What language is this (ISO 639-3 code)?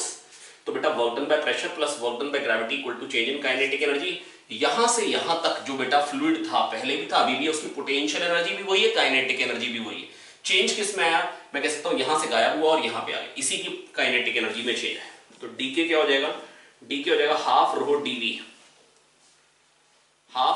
hin